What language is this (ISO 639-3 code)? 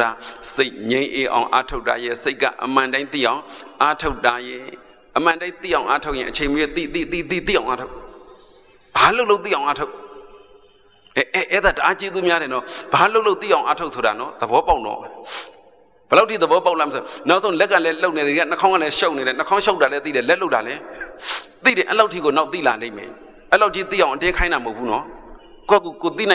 mya